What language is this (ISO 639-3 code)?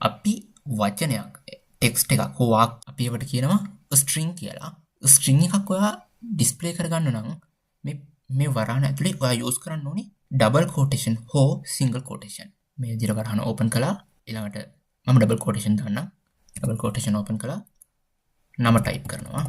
sin